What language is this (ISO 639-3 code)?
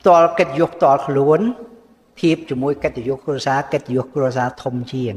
khm